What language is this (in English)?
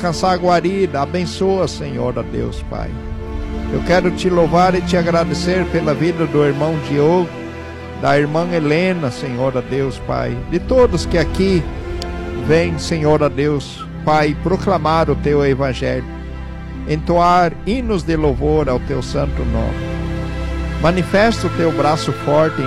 Portuguese